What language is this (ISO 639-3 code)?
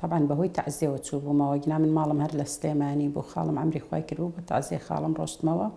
ckb